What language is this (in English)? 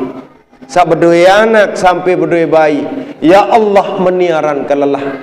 Sasak